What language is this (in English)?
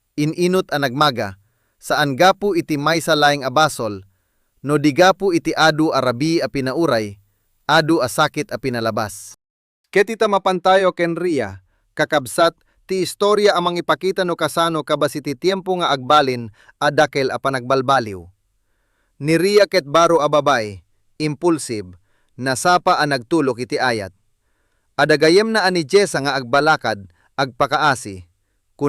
Iloko